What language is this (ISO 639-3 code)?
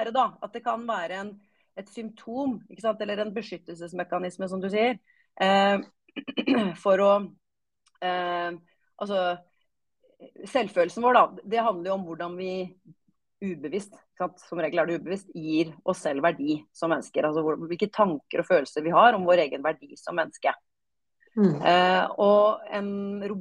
nor